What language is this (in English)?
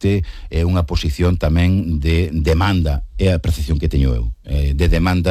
Galician